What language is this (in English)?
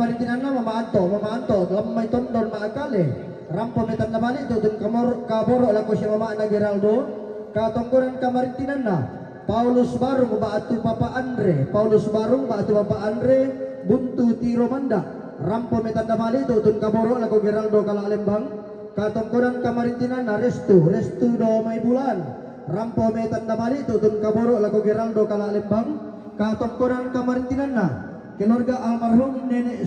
Toraja-Sa'dan